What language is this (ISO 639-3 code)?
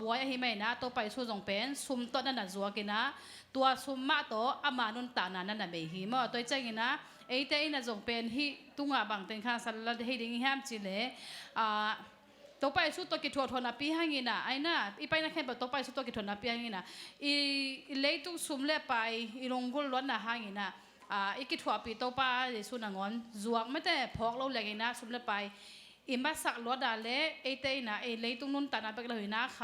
ctd